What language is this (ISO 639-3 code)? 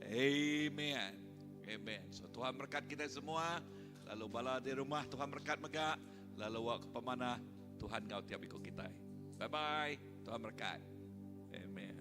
iba